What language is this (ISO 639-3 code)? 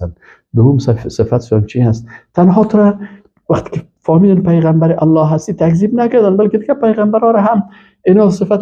fas